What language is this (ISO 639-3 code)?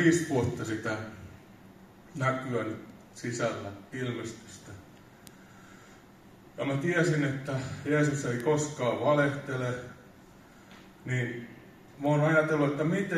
fin